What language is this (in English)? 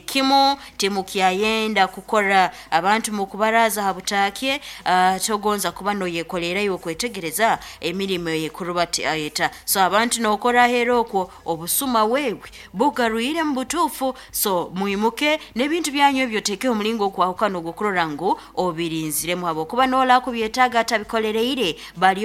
Nyankole